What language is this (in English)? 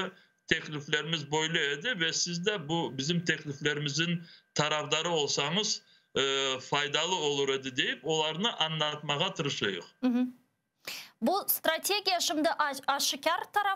Crimean Tatar